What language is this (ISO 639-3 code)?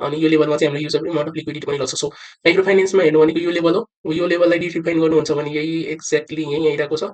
nep